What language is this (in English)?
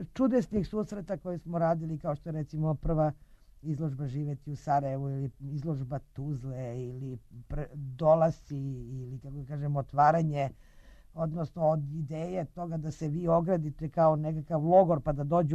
Serbian